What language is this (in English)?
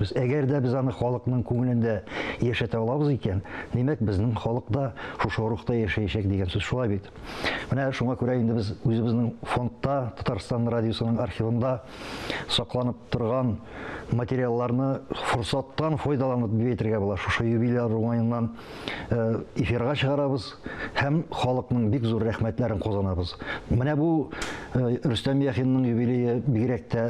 Tatar